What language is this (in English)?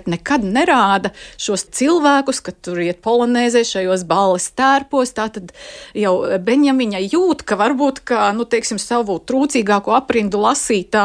Latvian